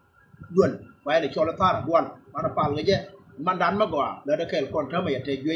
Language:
Nuer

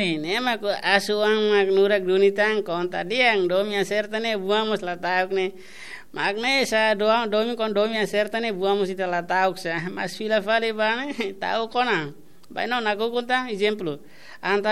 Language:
Tetum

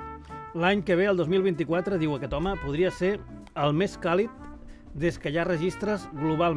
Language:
Catalan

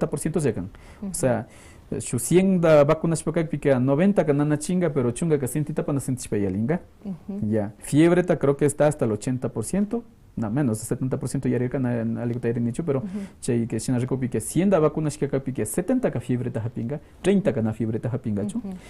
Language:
Quechua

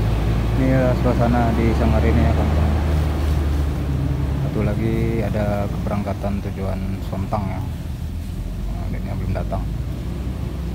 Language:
Indonesian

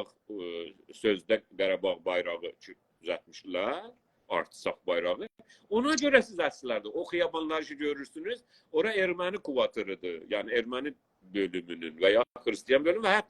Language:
South Azerbaijani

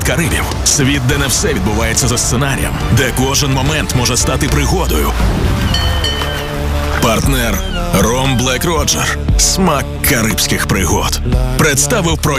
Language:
Ukrainian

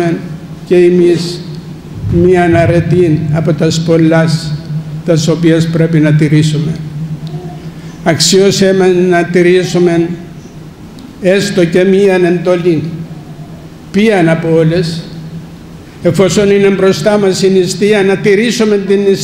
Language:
Greek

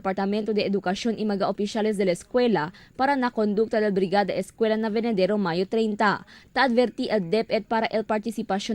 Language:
Chavacano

